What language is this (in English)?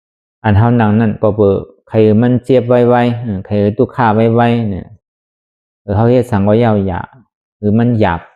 Shan